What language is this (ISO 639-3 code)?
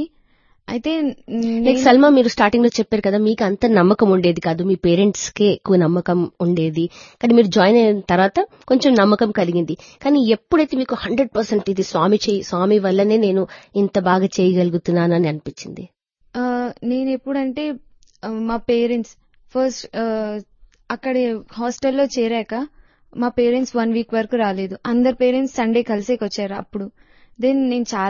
tel